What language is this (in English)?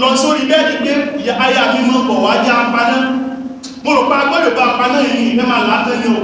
Yoruba